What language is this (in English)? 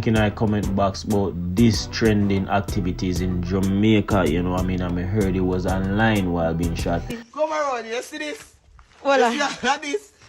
Jamaican Creole English